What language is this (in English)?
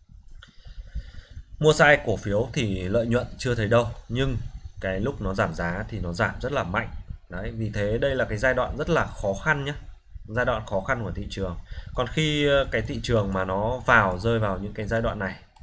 Vietnamese